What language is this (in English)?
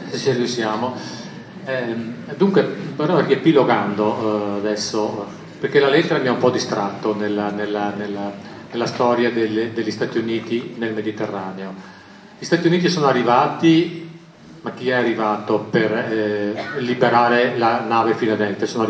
Italian